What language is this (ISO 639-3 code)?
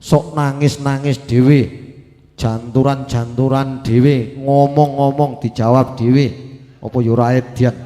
jav